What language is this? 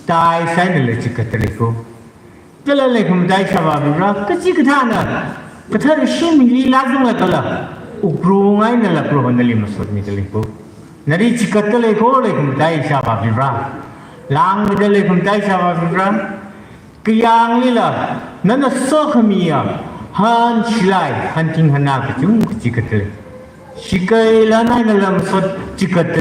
Tangkhul Naga (India)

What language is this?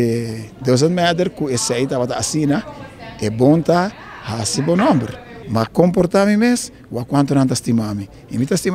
Papiamento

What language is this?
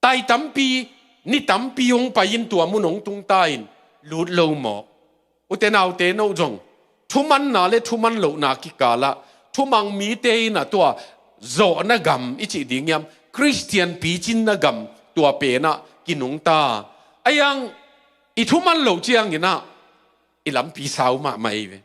Tedim Chin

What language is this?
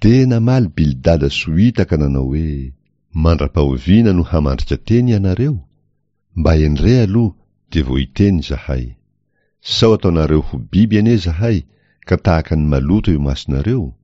Malagasy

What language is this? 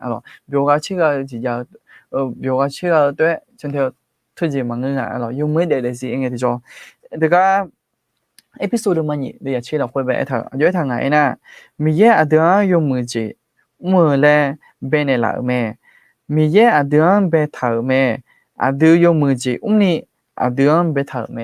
Akha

